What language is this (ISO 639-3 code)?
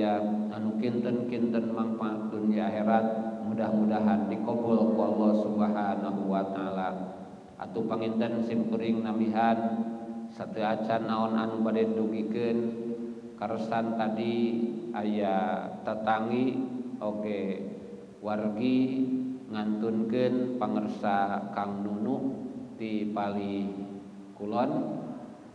sun